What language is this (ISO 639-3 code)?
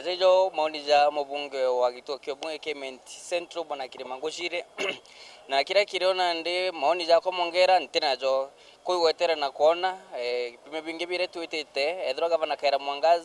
mer